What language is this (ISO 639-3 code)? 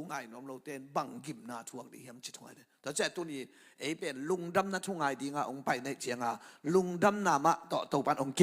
ctd